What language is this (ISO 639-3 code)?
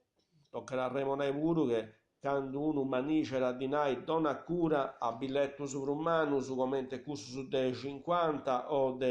srd